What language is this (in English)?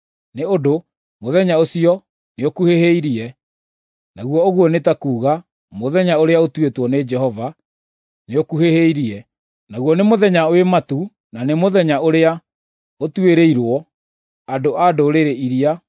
Kikuyu